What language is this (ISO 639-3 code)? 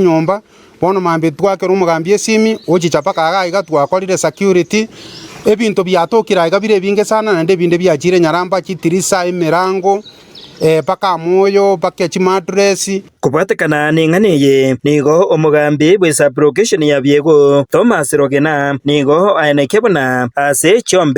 guz